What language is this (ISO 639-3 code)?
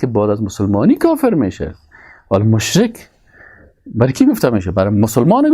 fas